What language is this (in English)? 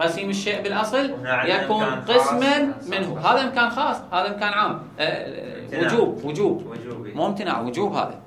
Mesopotamian Arabic